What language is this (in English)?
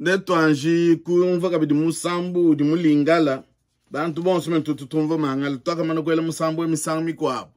Luba-Lulua